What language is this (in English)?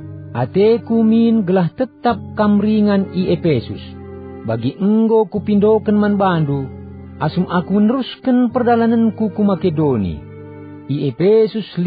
Batak Karo